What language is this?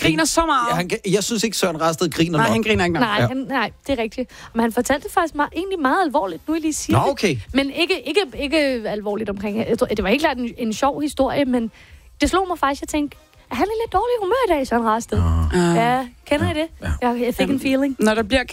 Danish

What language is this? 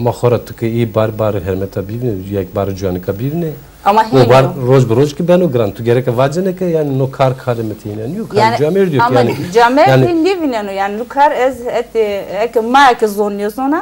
Zaza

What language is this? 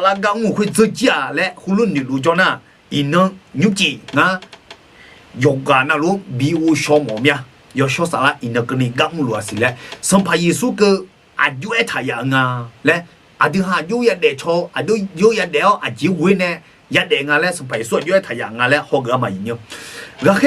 Akha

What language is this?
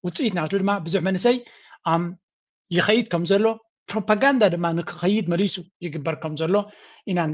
Tigrinya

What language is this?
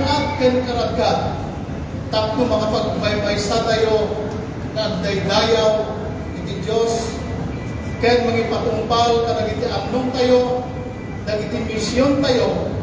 Iloko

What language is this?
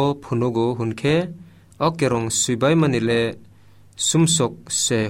Kok Borok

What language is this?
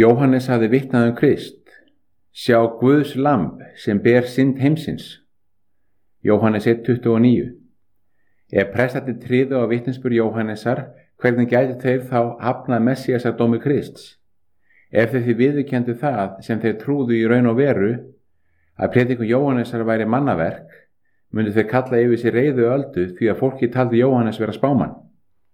Icelandic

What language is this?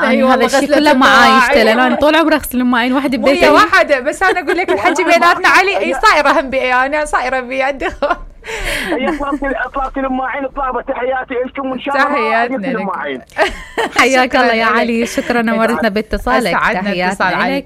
Mesopotamian Arabic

